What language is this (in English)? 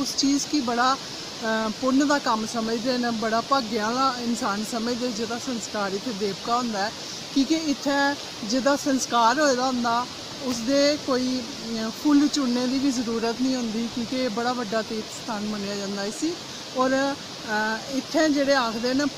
Dogri